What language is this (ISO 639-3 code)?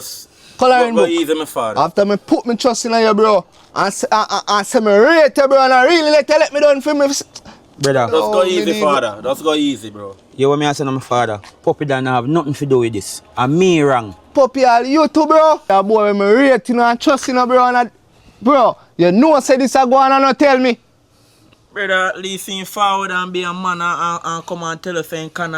jam